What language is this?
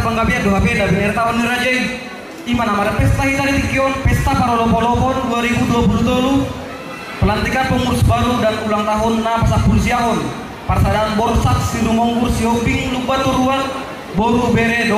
Batak Toba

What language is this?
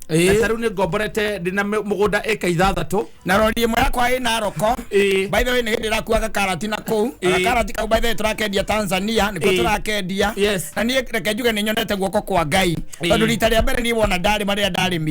Kikuyu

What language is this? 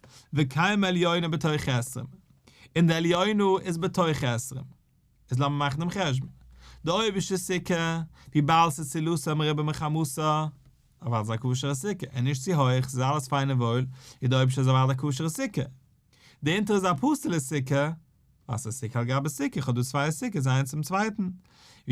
Yiddish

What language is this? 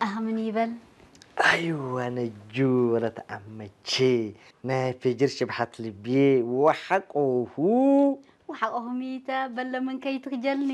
Tigre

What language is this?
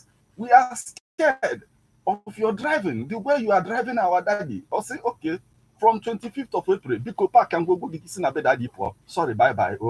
Igbo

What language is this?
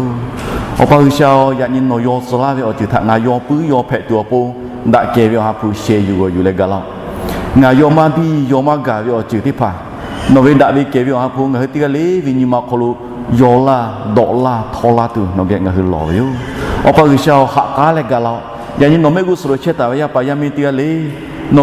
Lahu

